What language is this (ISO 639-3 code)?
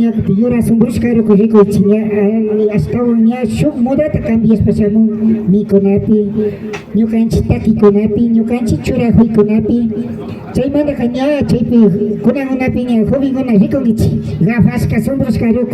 qvi